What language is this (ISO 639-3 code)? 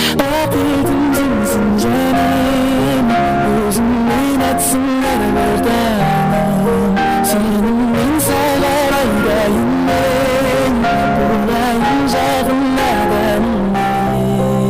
kaa